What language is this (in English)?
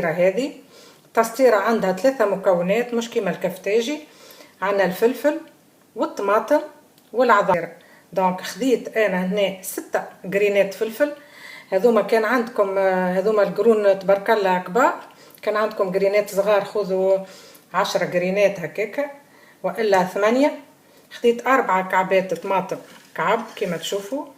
Tunisian Arabic